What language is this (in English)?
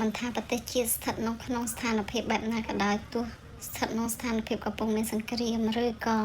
Khmer